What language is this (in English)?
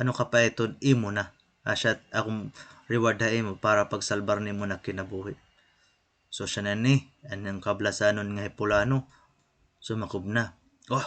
Waray